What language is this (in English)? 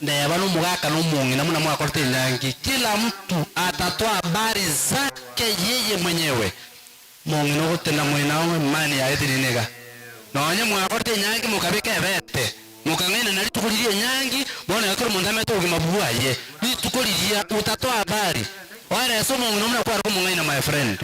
Gusii